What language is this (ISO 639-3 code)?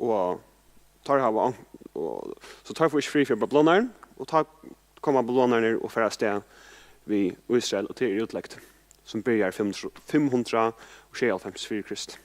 fao